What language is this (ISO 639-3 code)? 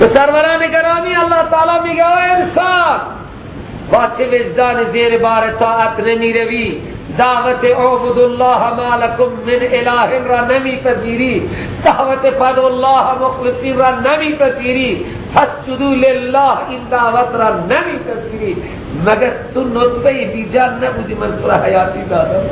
fas